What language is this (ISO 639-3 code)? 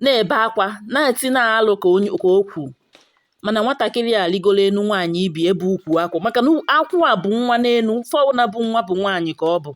ibo